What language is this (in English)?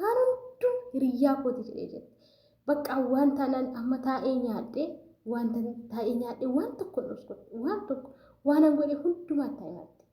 Oromo